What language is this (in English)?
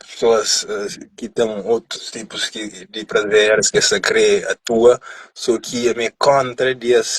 Kabuverdianu